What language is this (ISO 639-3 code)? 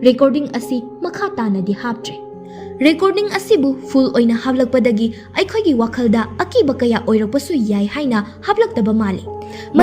mni